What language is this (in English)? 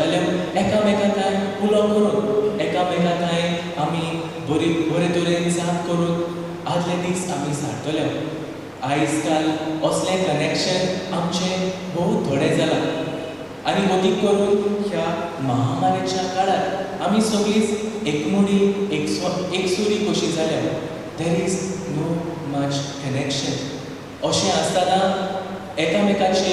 Konkani